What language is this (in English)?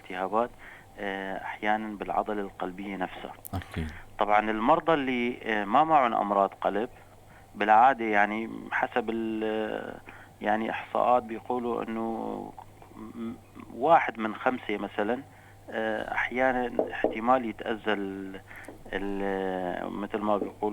North Levantine Arabic